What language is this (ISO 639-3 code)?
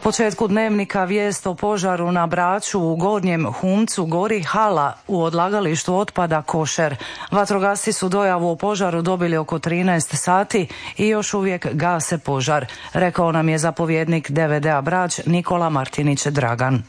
hrv